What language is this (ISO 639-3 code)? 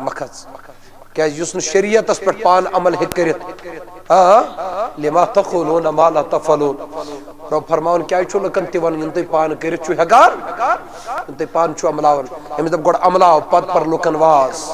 kas